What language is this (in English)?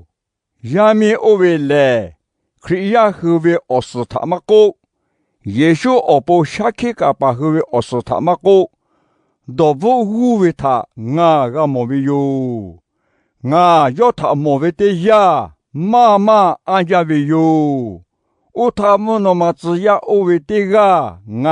Lahu